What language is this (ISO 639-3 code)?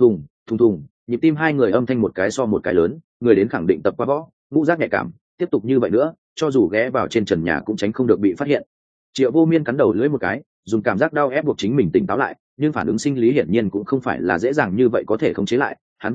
vie